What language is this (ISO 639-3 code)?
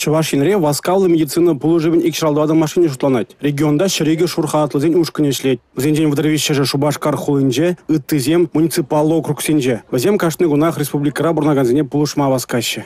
chv